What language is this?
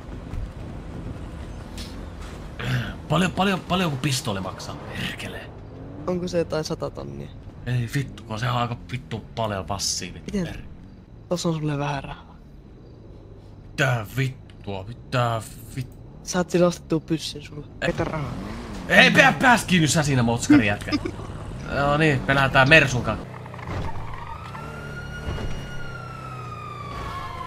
Finnish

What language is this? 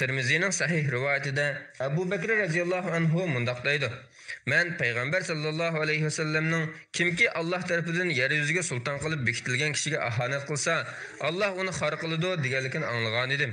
Uyghur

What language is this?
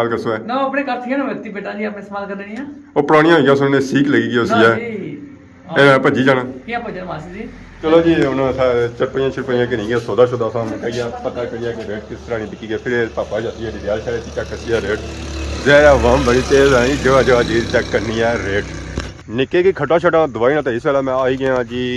Pahari-Potwari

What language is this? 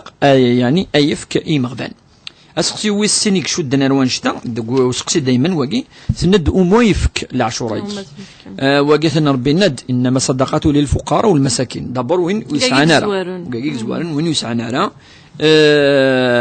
Kabyle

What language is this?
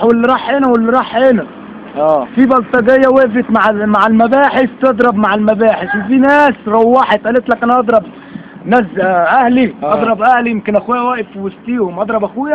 Egyptian Arabic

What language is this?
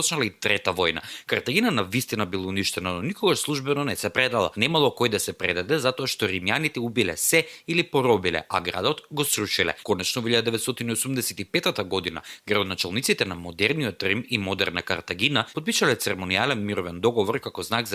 Macedonian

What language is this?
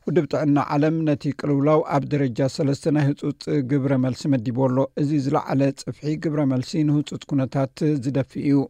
Tigrinya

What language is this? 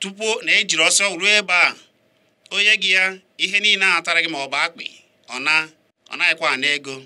Igbo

